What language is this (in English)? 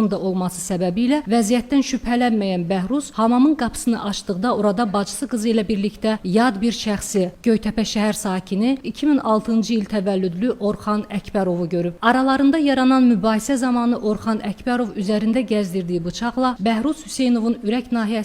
Azerbaijani